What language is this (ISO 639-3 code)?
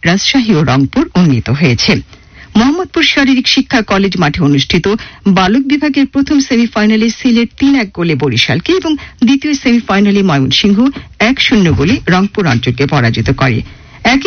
ben